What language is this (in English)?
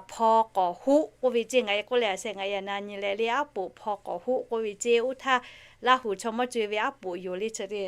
Lahu